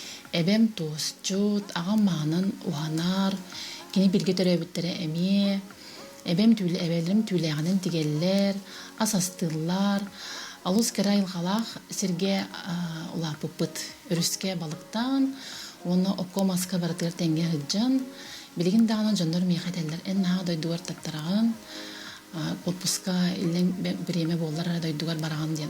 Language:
Yakut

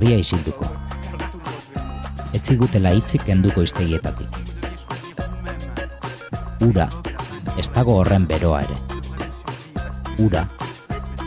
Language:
Basque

